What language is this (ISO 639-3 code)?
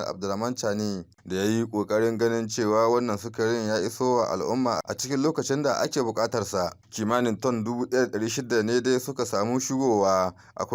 hau